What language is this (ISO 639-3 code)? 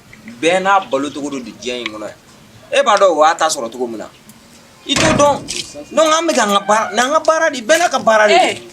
bam